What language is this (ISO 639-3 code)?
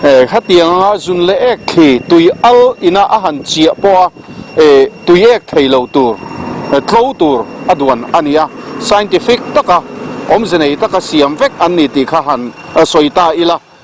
lus